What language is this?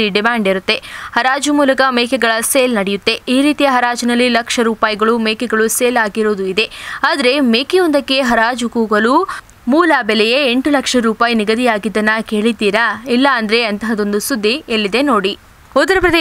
Kannada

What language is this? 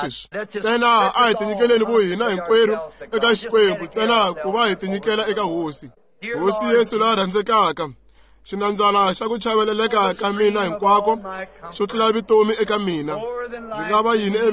Tsonga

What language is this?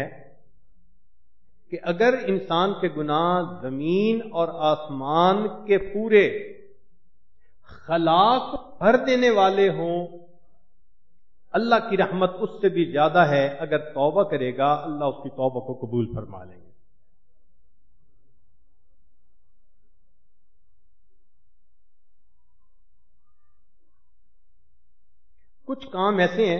Urdu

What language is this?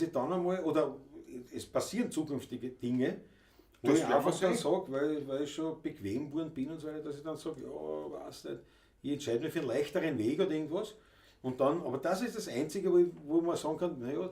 Bavarian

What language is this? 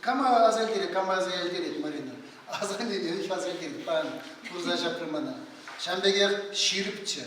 Chuvash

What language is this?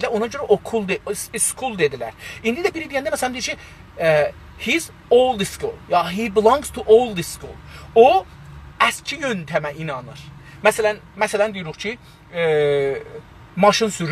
South Azerbaijani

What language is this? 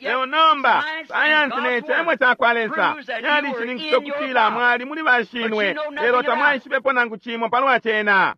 Bemba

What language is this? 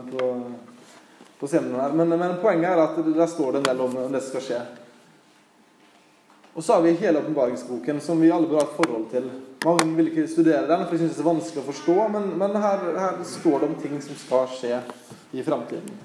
Norwegian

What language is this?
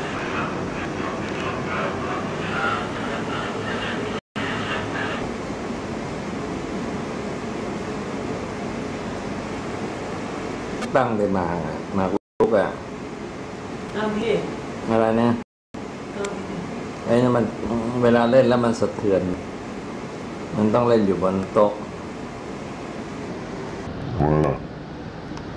Thai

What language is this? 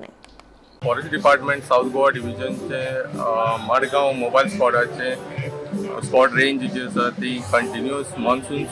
Konkani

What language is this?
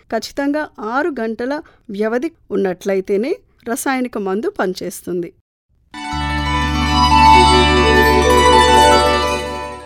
Telugu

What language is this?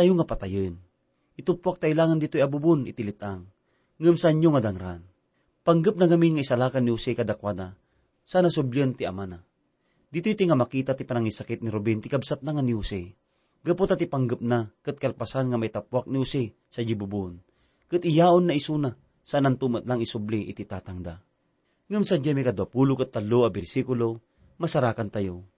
Iloko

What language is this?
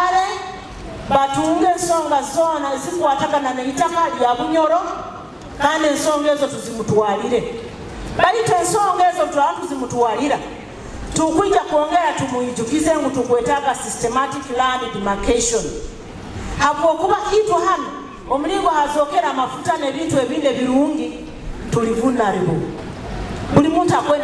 Nyoro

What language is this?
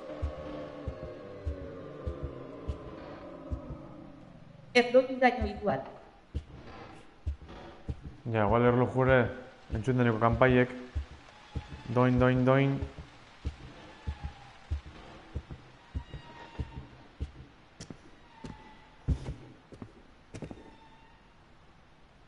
Basque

